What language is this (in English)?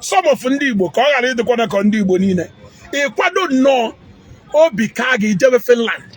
Igbo